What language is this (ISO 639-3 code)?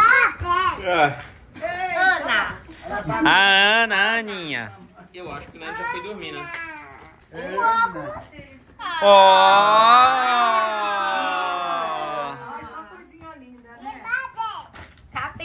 por